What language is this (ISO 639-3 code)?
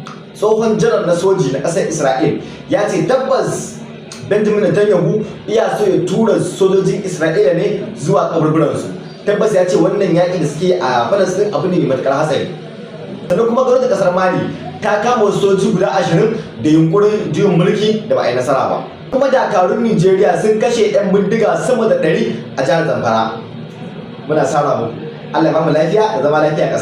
hau